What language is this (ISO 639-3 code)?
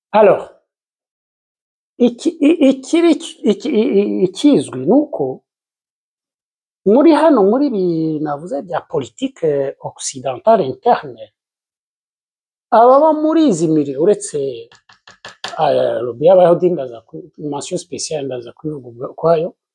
kin